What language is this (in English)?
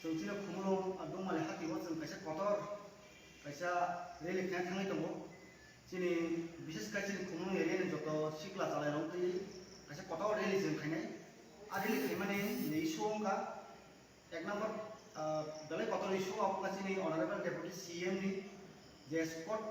Kok Borok